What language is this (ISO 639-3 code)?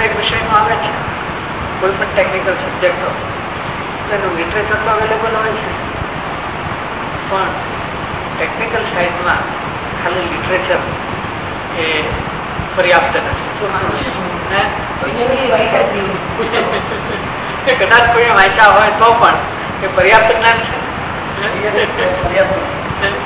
guj